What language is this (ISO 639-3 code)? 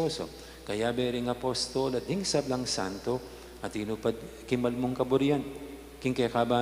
pam